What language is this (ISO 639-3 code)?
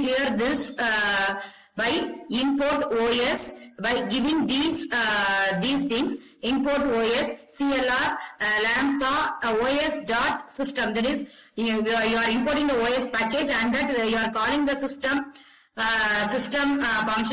eng